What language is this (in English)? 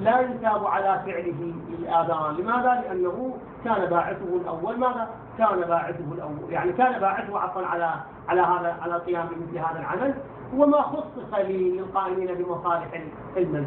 Arabic